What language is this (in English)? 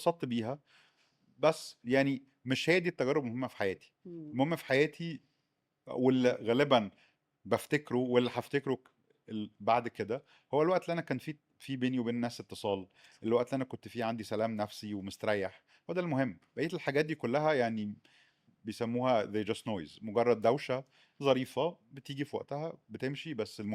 Egyptian Arabic